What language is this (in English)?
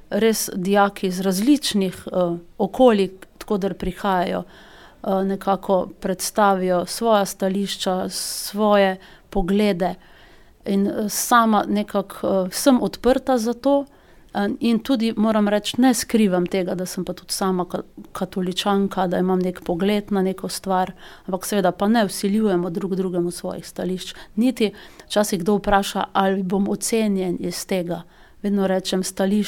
Slovenian